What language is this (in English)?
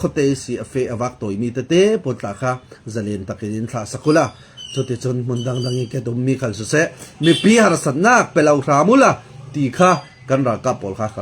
Falam Chin